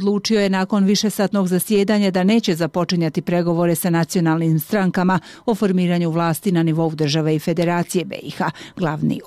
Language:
Bosnian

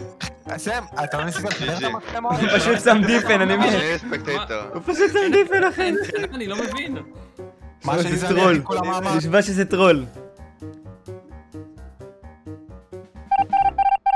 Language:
Hebrew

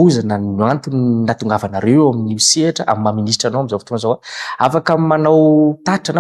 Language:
Malagasy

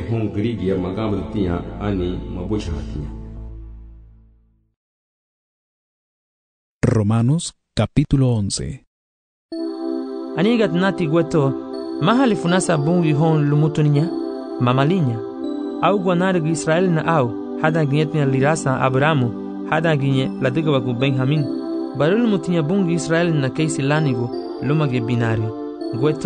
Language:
Garifuna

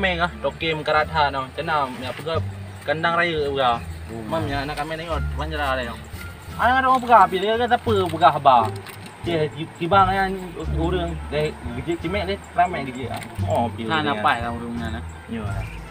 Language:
Achinese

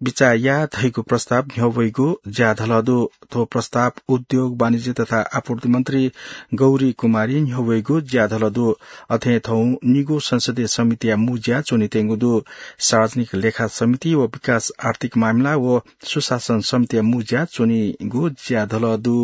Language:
Newari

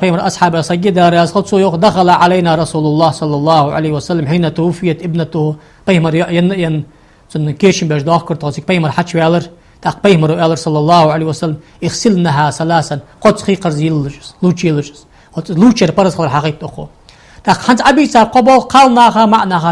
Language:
Ingush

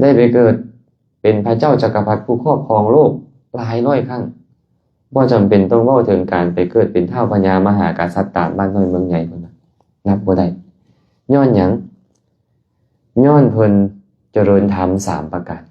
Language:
Lao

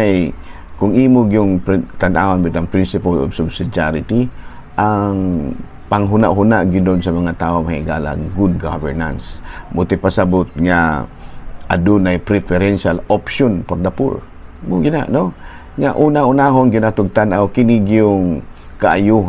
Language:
Cebuano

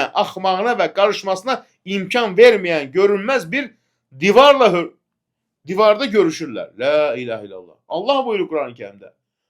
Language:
Azerbaijani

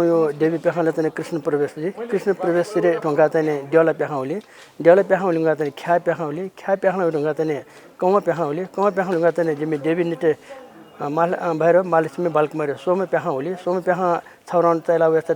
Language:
Newari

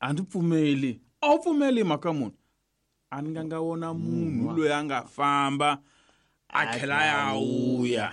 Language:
Tsonga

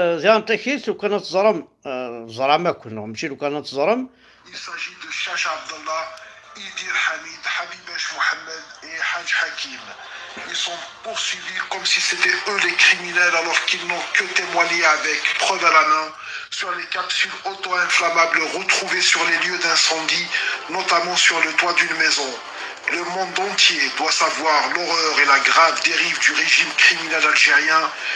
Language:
Kabyle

